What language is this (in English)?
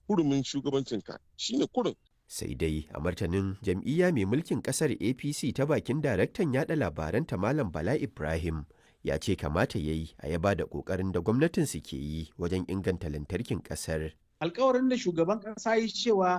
Hausa